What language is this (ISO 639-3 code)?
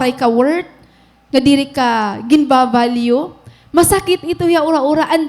war